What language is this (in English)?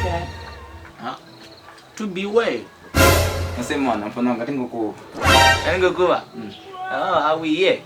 Venda